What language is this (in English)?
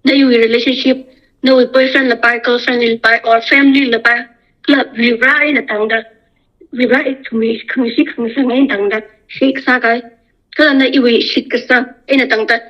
Tangkhul Naga (India)